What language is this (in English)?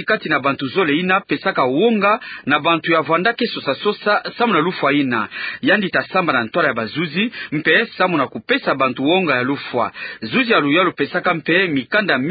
Kituba (Democratic Republic of Congo)